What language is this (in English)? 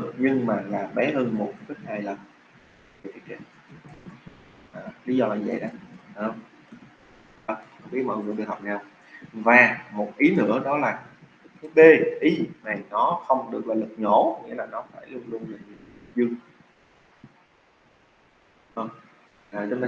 Vietnamese